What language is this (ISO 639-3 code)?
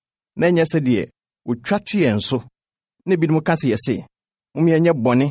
aka